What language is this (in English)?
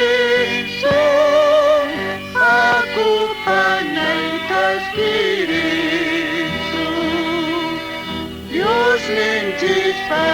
Quechua